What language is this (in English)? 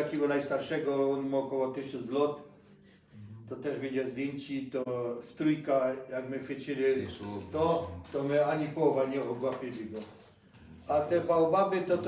Silesian